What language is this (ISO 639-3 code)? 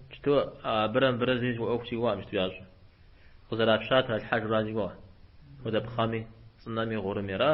kbd